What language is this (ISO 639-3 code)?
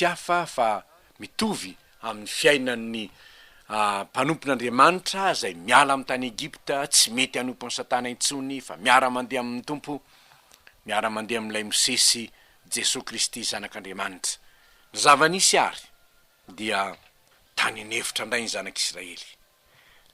mlg